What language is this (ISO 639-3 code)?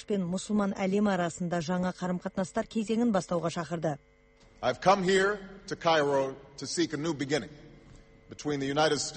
kaz